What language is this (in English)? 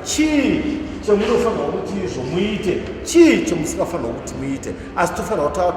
Shona